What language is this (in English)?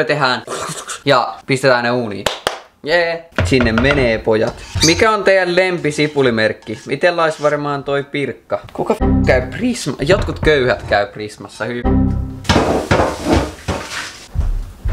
Finnish